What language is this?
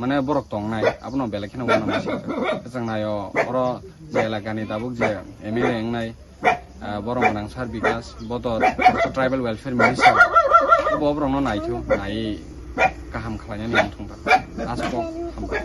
Kok Borok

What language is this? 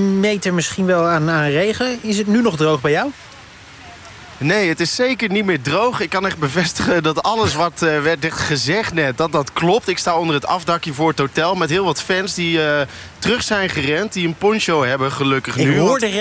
Dutch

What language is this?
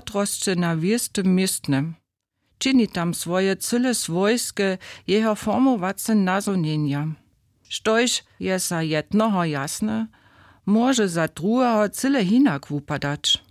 Upper Sorbian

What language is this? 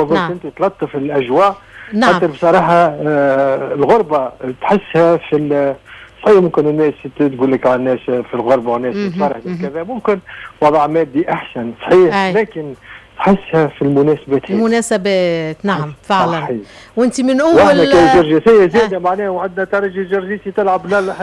Tunisian Arabic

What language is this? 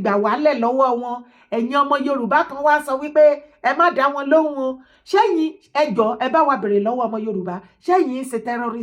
Yoruba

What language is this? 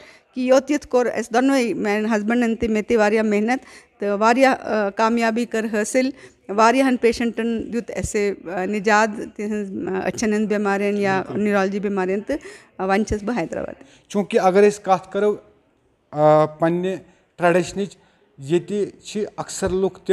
Kashmiri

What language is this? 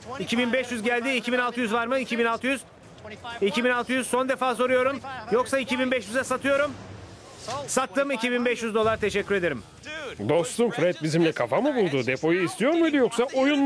Turkish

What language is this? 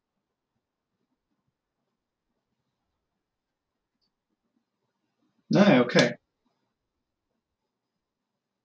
Icelandic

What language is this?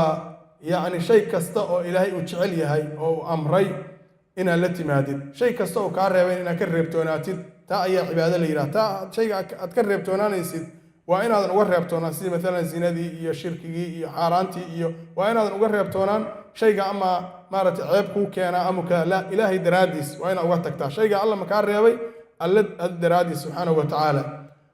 Somali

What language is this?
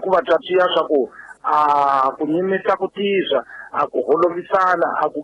Tsonga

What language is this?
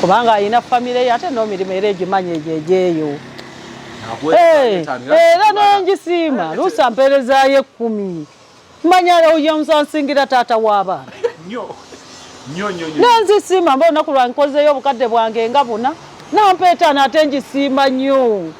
Ganda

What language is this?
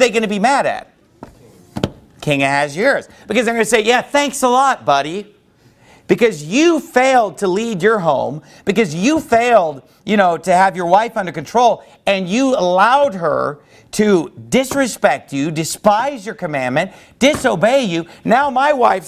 English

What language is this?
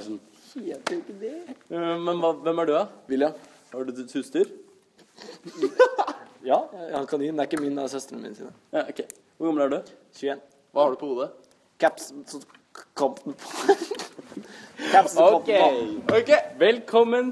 Norwegian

